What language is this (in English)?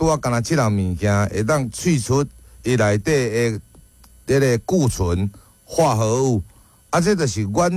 Min Nan Chinese